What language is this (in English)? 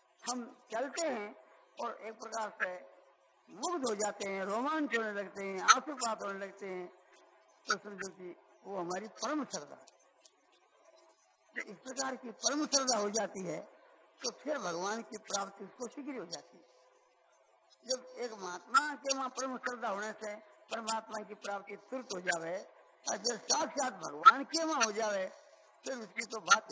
Hindi